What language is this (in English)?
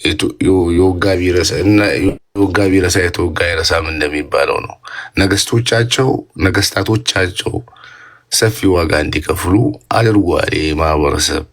Amharic